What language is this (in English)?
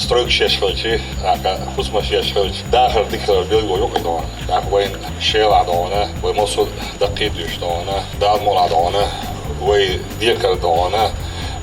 Chechen